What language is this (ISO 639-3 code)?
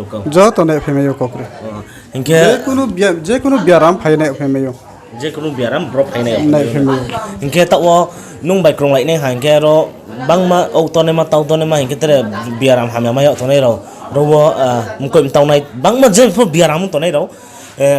ria